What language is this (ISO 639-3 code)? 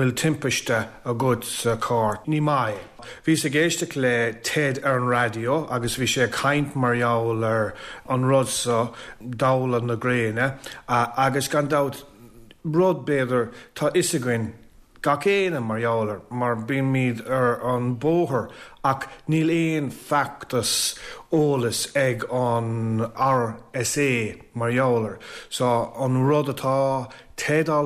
gle